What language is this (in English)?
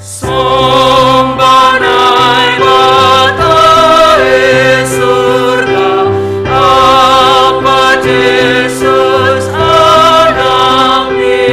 Batak Simalungun